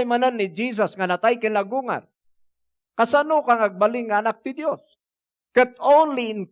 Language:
Iloko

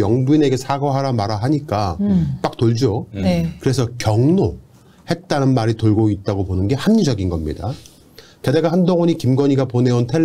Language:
Korean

